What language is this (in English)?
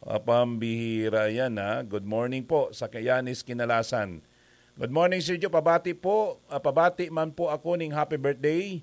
Bikol